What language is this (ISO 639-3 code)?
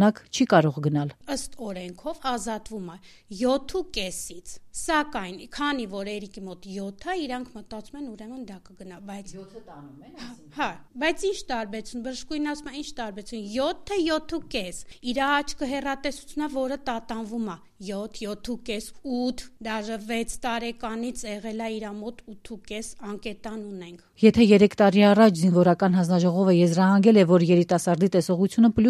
hye